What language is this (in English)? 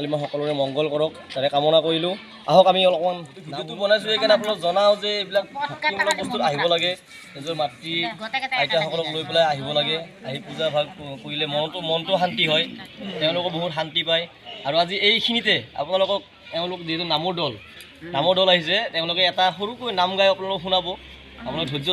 Assamese